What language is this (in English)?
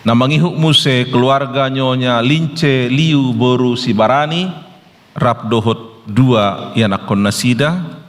Batak Toba